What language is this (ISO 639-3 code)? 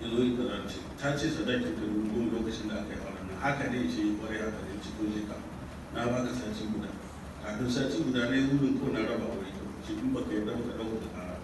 hau